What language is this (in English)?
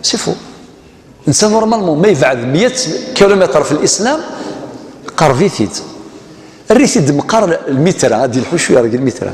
Kabyle